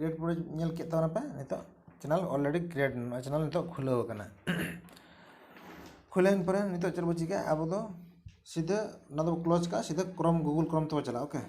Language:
Santali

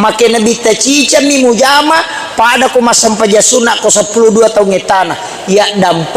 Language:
Buginese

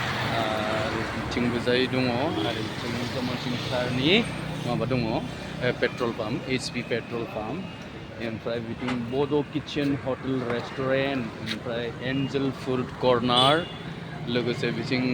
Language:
Bodo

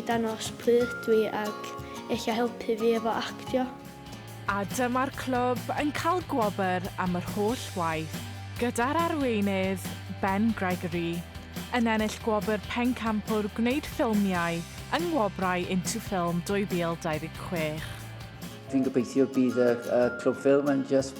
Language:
Welsh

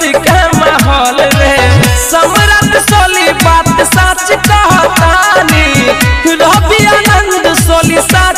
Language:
Bhojpuri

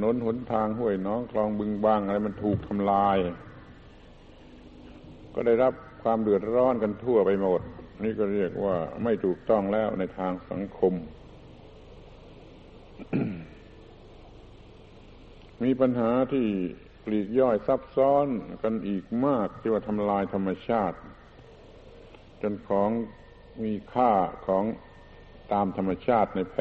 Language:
Thai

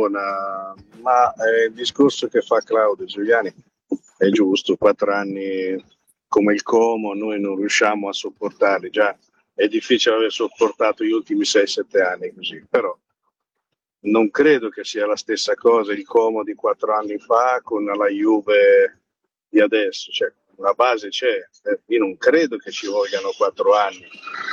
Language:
Italian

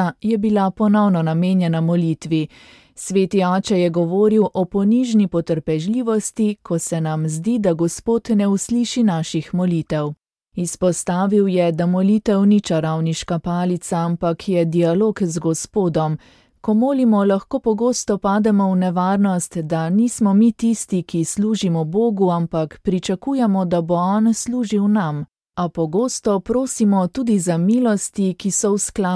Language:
Slovenian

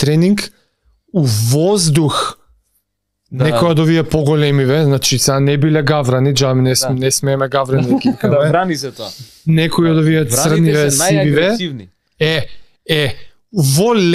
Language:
Macedonian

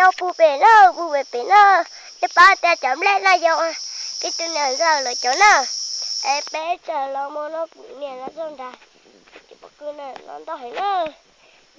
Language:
Hmong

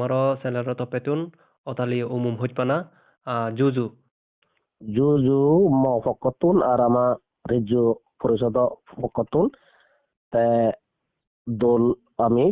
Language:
Chakma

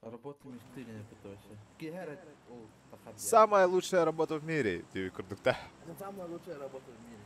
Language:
Yakut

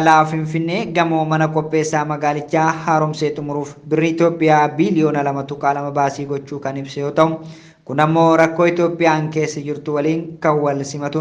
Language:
Oromo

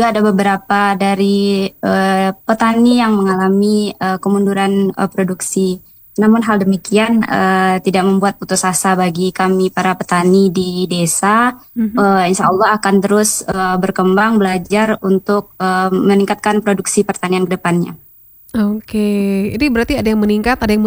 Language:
Indonesian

